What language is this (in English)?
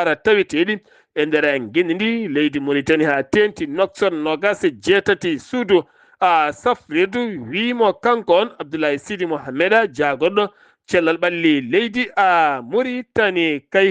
Fula